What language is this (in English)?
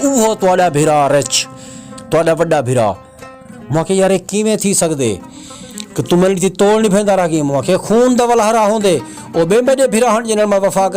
Saraiki